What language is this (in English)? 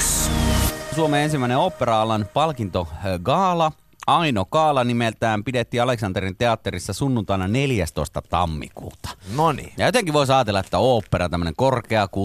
Finnish